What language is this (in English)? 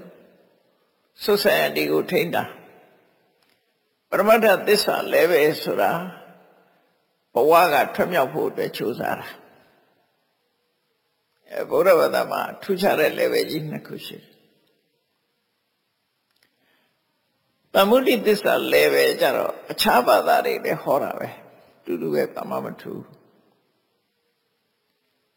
Burmese